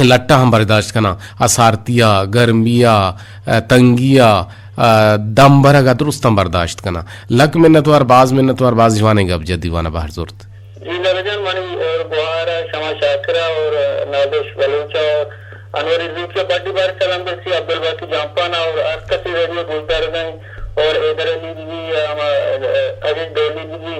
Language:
Eastern Balochi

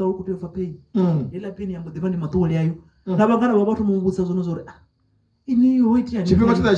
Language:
Venda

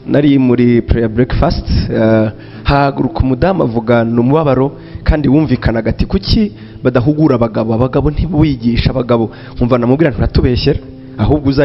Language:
Kinyarwanda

